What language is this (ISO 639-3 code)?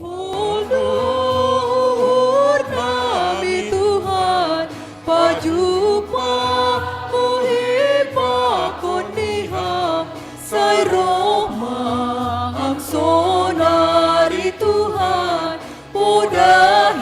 bts